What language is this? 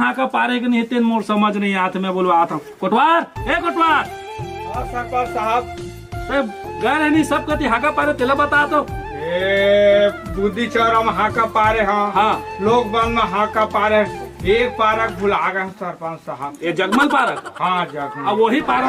Chhattisgarhi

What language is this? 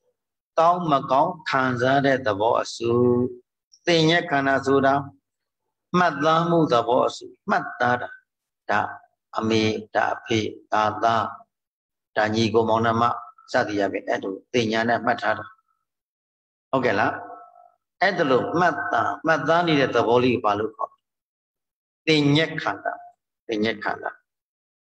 Burmese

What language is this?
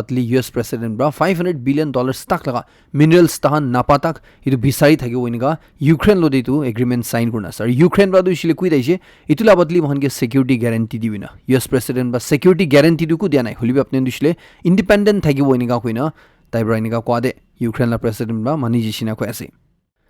Naga Pidgin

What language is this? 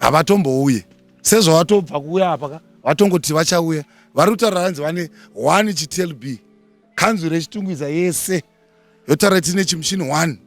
Shona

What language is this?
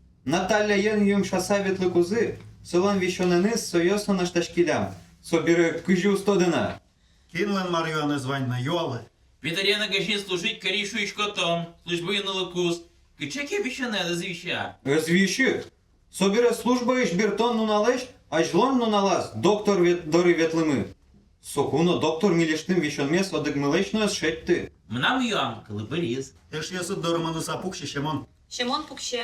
Udmurt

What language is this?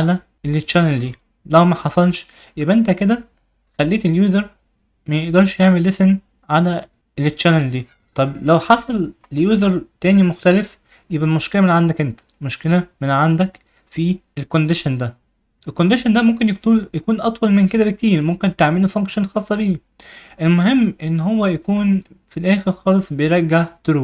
Egyptian Arabic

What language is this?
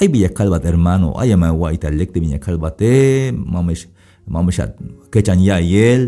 Tzeltal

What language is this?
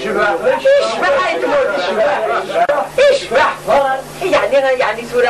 Kabyle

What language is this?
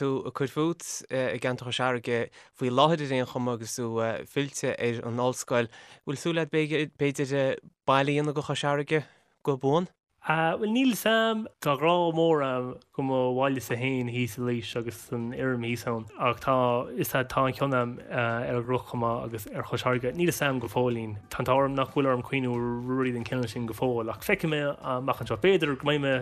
Irish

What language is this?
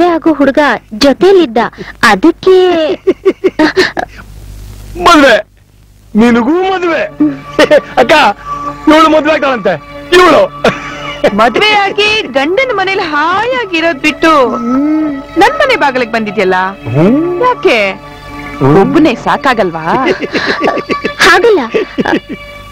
Kannada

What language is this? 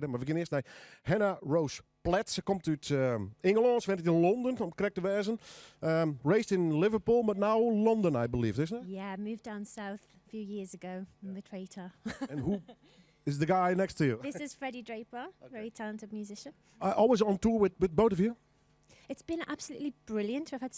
Western Frisian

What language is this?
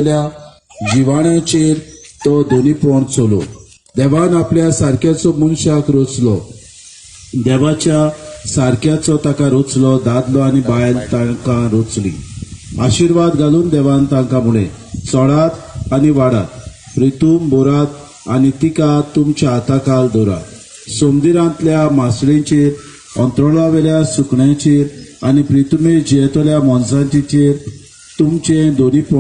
Konkani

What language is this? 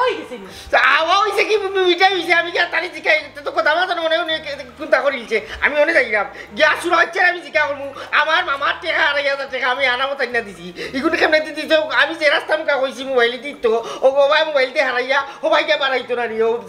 Sylheti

